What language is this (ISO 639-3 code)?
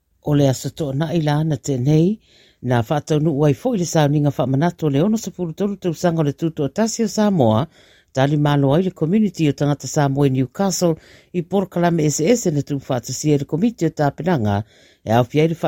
smo